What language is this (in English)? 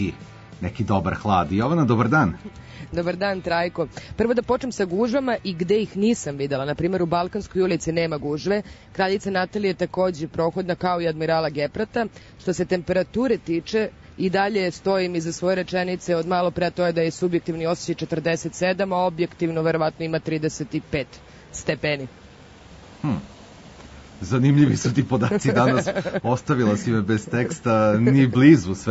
Serbian